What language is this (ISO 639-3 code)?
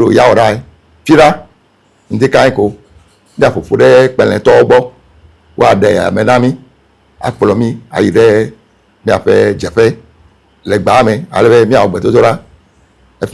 ewe